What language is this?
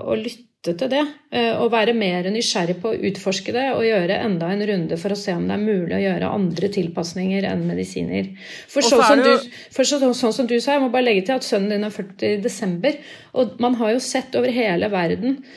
Norwegian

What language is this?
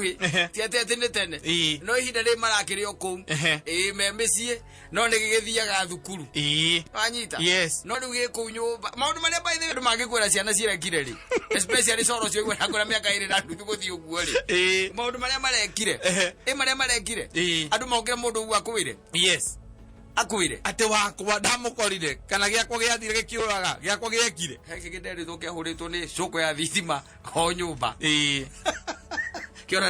Kikuyu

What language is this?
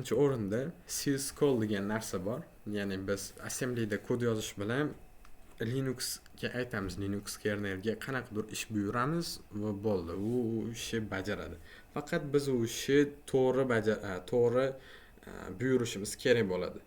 Uzbek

